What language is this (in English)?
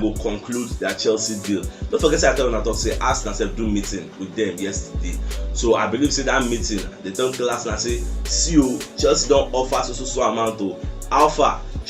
Nigerian Pidgin